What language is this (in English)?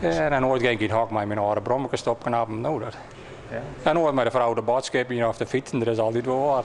Western Frisian